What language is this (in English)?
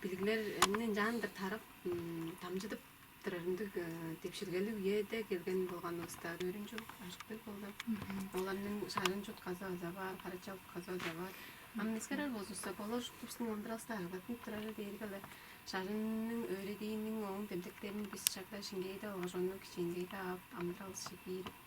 Tuvinian